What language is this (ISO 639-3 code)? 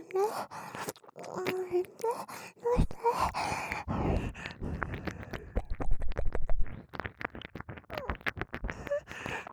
jpn